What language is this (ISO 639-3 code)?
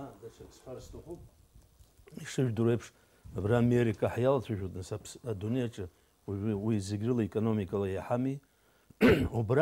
abk